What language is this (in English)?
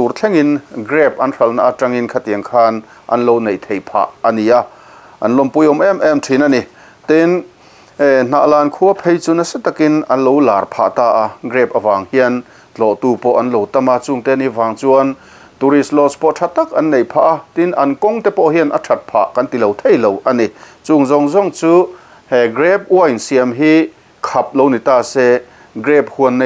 Mizo